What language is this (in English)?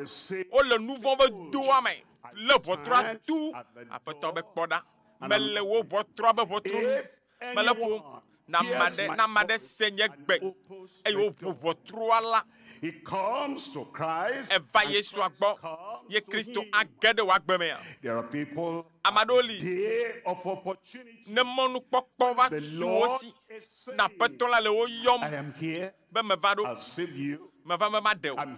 Ewe